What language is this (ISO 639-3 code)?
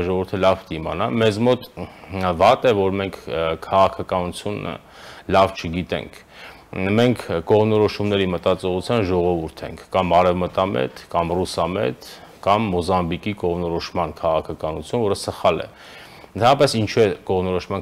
hye